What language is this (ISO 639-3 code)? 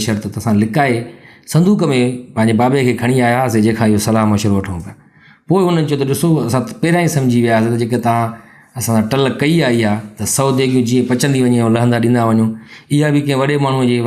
snd